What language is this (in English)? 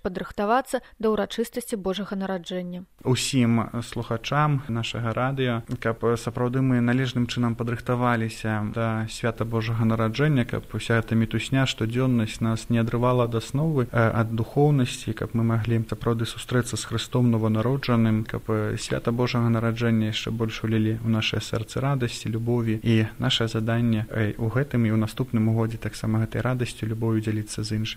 Belarusian